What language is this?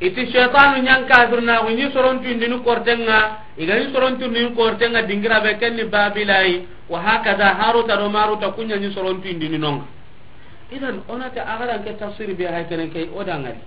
Soninke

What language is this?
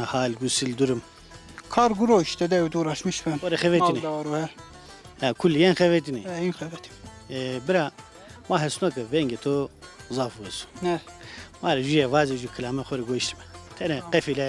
Zaza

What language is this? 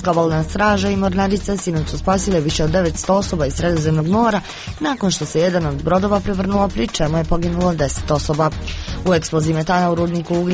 Croatian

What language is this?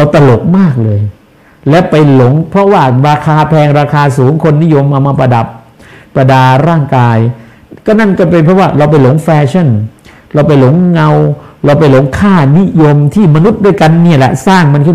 Thai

